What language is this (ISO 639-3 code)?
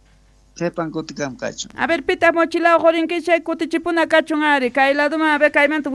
quh